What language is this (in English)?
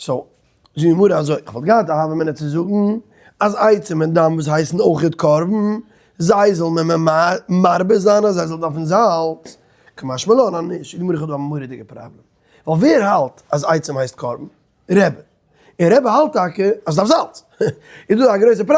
Yiddish